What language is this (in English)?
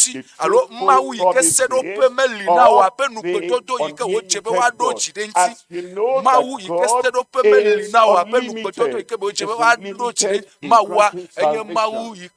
Ewe